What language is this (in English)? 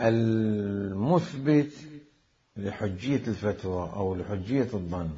Mesopotamian Arabic